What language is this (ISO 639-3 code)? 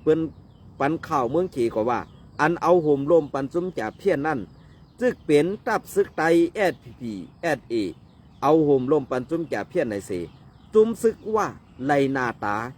shn